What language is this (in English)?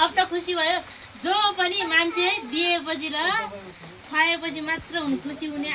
Nepali